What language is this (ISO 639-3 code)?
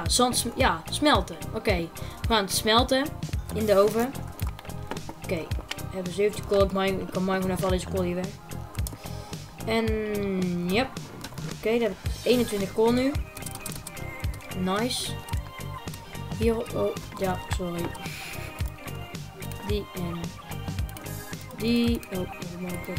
nld